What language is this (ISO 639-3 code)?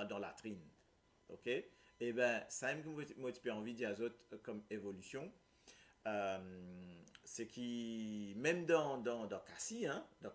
mfe